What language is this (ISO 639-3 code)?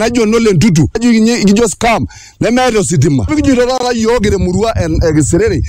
mas